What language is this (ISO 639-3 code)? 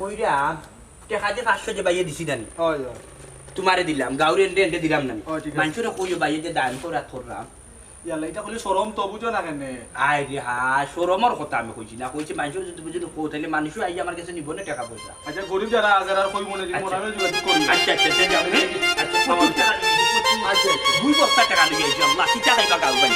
syl